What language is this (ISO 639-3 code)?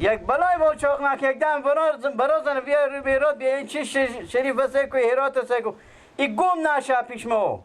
fas